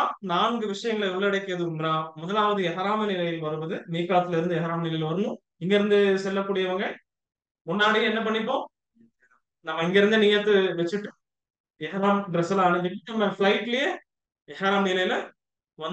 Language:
Tamil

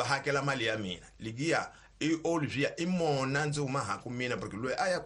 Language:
Tsonga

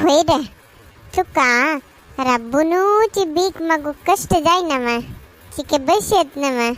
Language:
Konkani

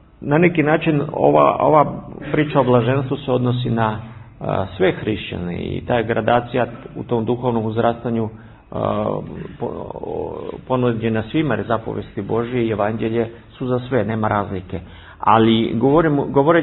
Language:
Serbian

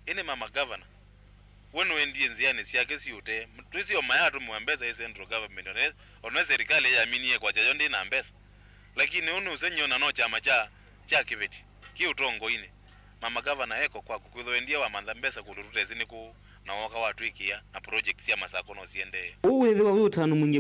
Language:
Kamba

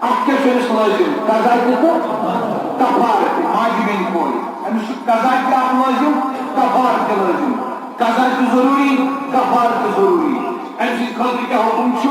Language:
Kashmiri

